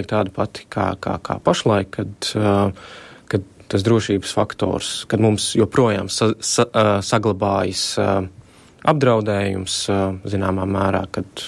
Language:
Latvian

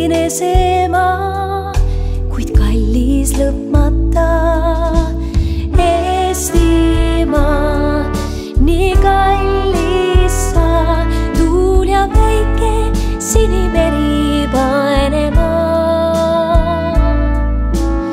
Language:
Estonian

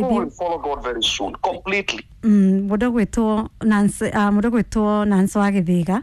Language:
Kikuyu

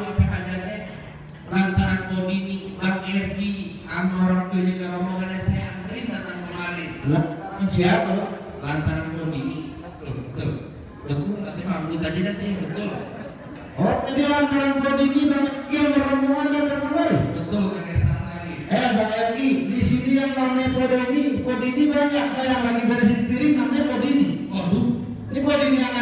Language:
Betawi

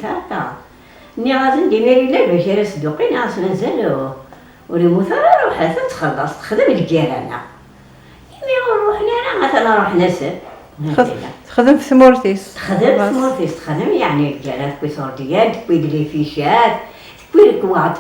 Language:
Kabyle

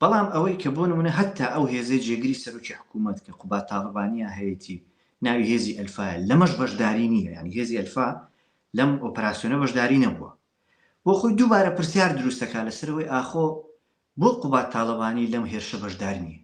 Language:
Central Kurdish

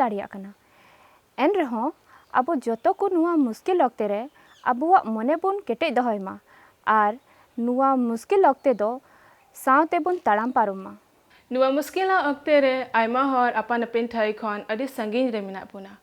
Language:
Santali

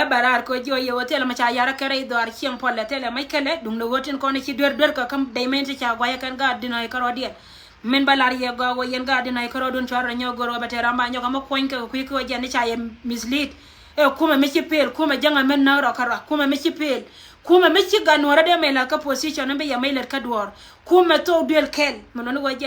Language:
Nuer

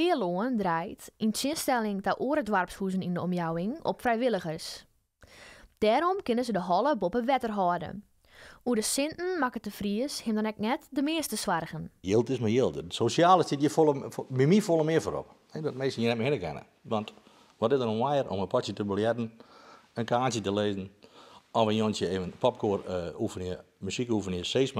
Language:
Western Frisian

